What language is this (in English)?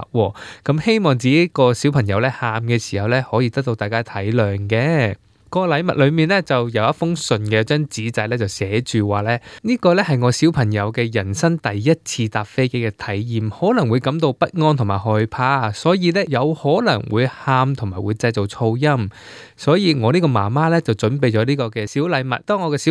Cantonese